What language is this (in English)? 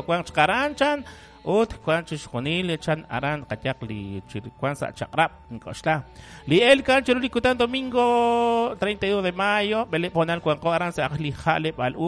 Kekchí